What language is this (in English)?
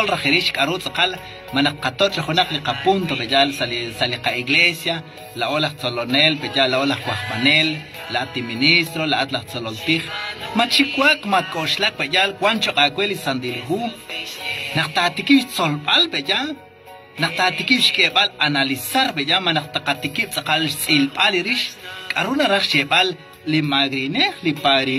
Kekchí